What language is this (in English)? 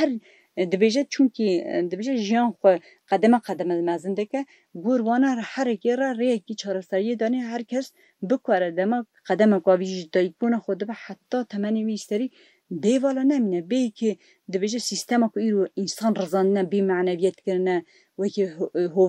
Kurdish